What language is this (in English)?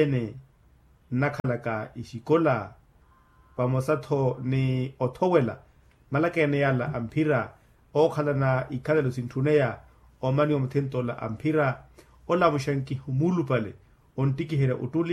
Makhuwa